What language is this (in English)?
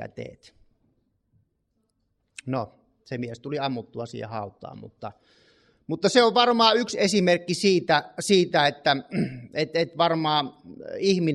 Finnish